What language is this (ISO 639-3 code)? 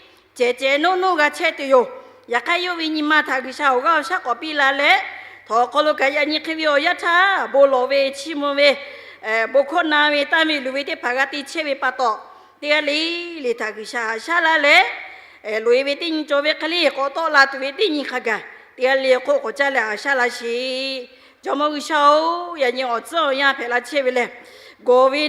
lhu